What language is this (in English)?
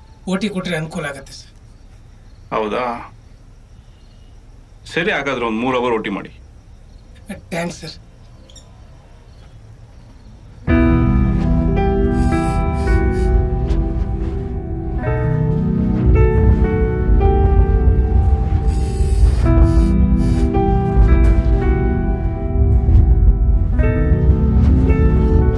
Kannada